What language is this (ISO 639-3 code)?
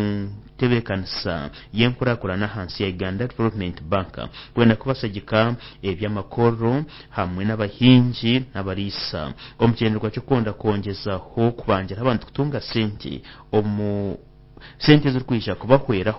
nyn